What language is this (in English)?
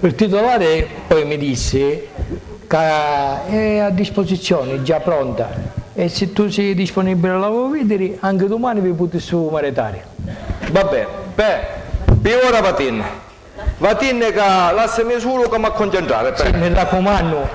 Sicilian